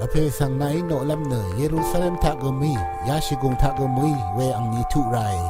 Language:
Rawang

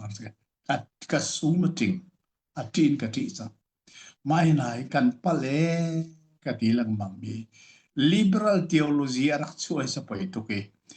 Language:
Hakha Chin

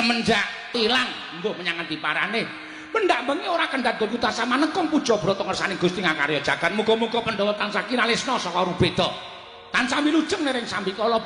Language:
Javanese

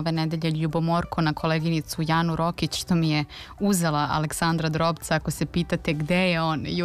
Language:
Serbian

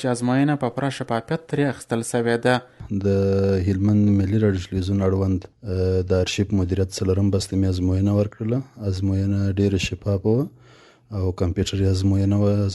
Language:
Pashto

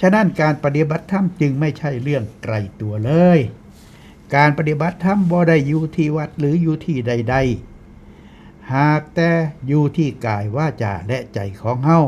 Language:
Northeastern Thai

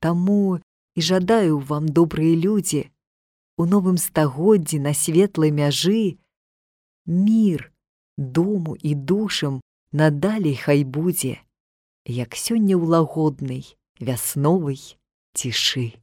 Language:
Belarusian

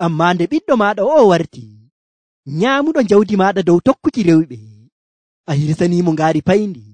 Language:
Nigerian Fulfulde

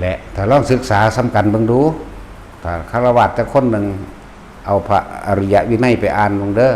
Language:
Northeastern Thai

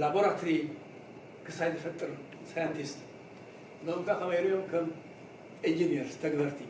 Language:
Tigrinya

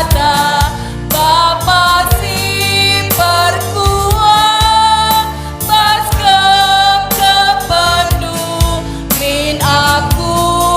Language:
Batak Karo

